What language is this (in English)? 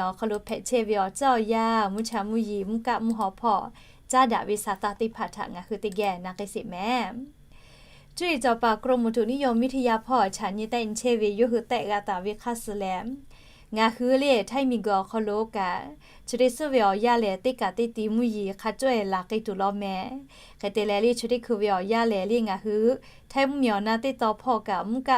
Lahu